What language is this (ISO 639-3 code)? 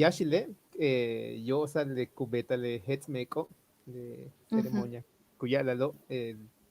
yua